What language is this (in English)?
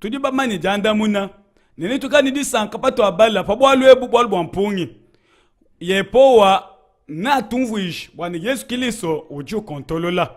Luba-Lulua